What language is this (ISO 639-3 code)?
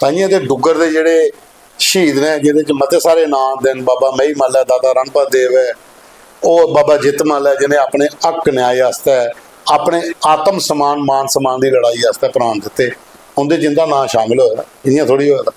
doi